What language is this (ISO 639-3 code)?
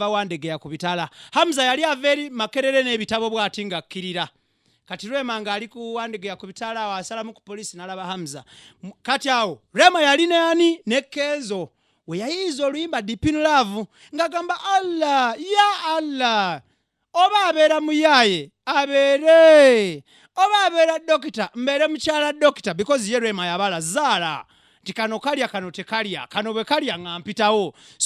lug